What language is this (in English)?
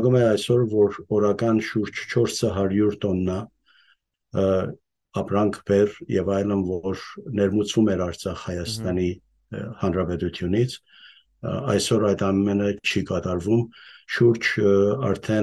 Western Armenian